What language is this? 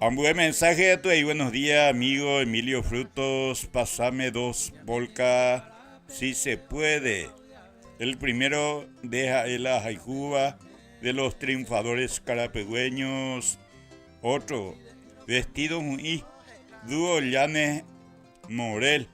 Guarani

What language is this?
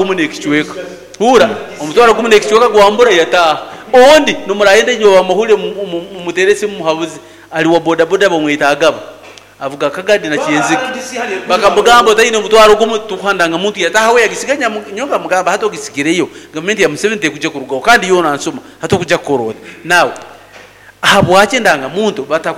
Nyankole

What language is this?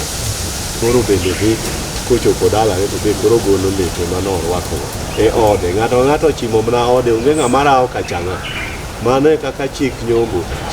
Luo (Kenya and Tanzania)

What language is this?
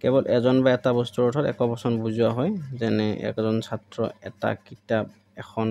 Assamese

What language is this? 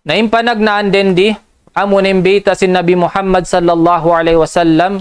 Tausug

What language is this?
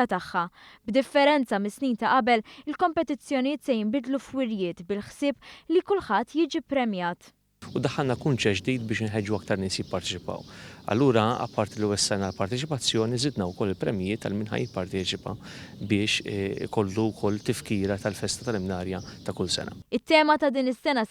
Maltese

